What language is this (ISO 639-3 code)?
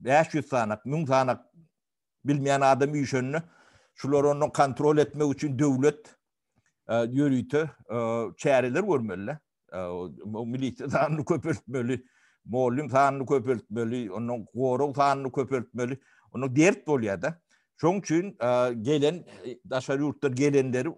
tuk